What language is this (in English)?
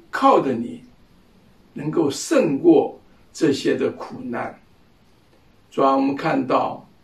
Chinese